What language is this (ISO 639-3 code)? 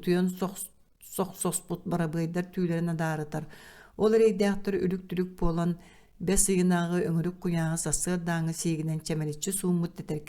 sah